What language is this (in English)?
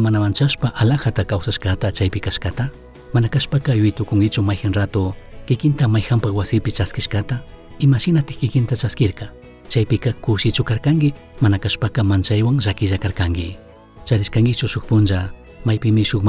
Chimborazo Highland Quichua